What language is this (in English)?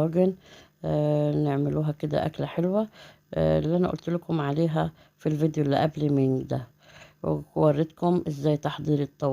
Egyptian Arabic